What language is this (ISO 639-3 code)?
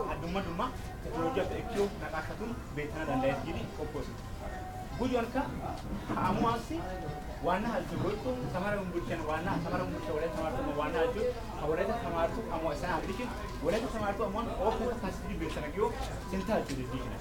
wal